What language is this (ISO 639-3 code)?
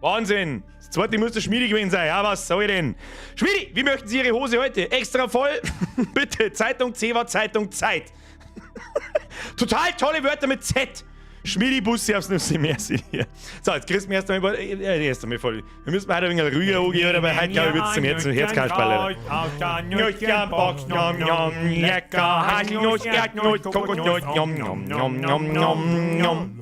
bar